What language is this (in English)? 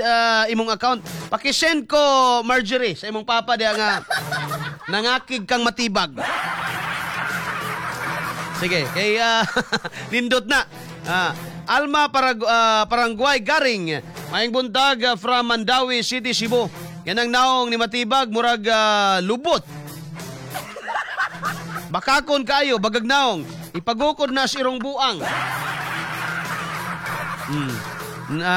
Cebuano